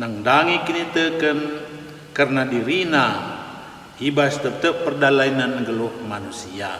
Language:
Batak Karo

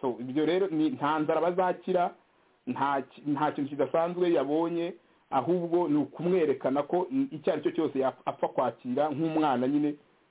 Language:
Kinyarwanda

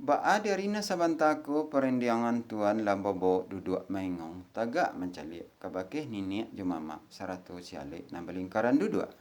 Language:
Minangkabau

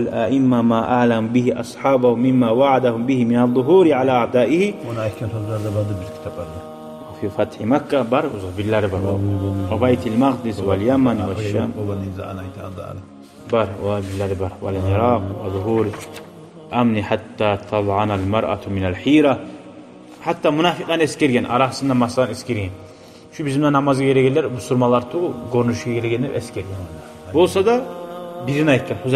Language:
Kumyk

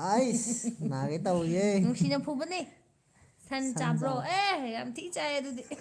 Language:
Manipuri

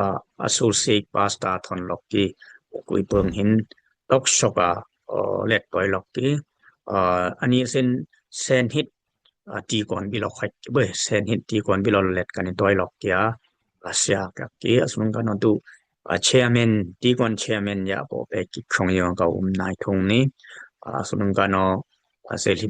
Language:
Dimasa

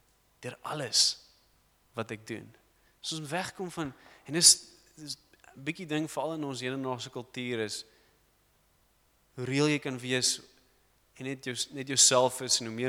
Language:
Afrikaans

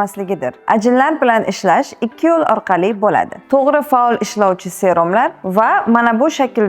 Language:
Uzbek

